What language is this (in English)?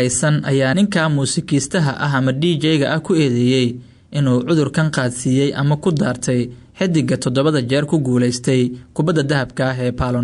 Somali